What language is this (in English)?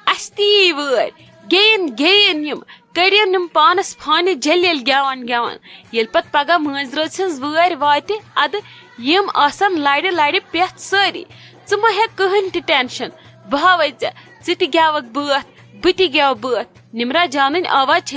Kashmiri